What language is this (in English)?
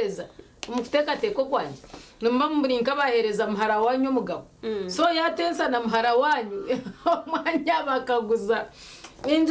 Nyankole